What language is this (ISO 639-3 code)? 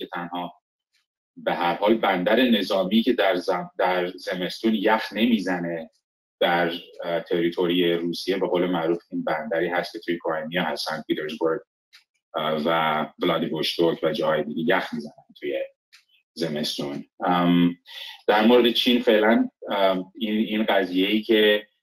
fas